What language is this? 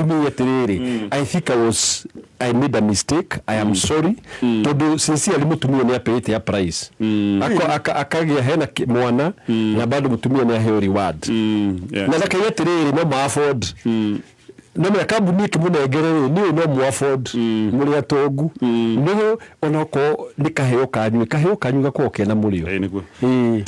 Kikuyu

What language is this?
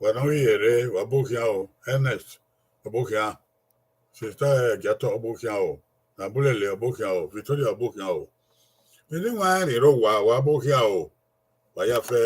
Bini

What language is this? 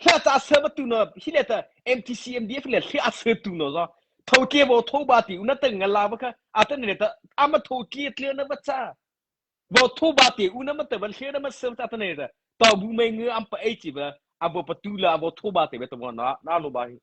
Mara Chin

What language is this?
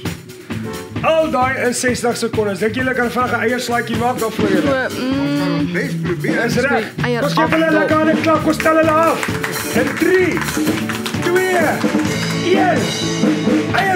Afrikaans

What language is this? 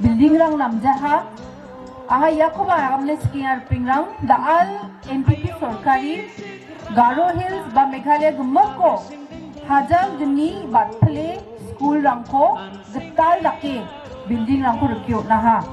Garo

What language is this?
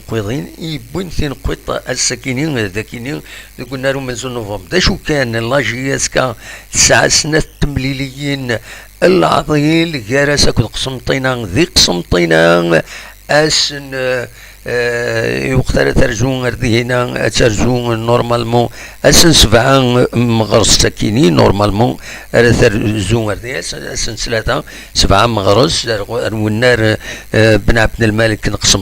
Kabyle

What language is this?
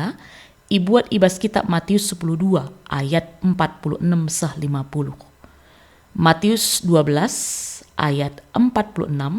Batak Karo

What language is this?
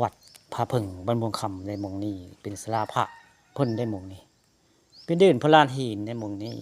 Northeastern Thai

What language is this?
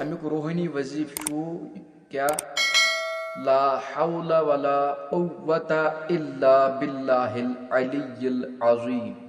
Kashmiri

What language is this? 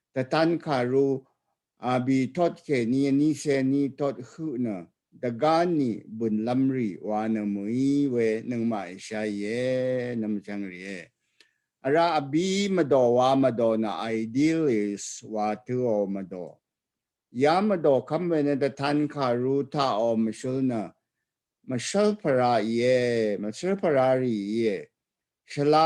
Rawang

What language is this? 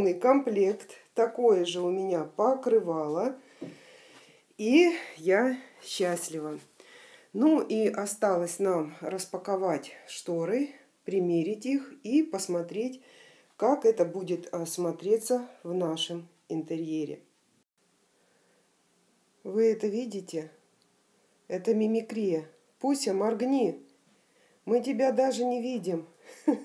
Russian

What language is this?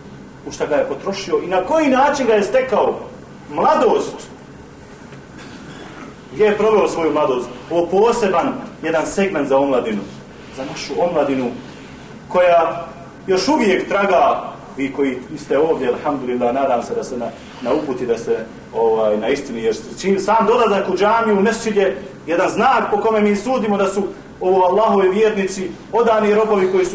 Bosnian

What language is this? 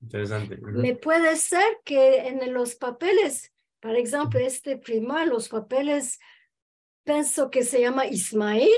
Ladino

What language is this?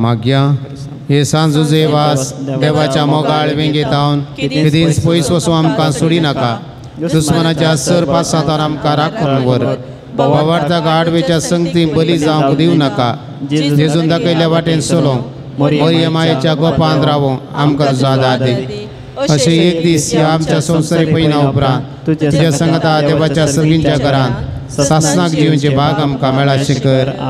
Konkani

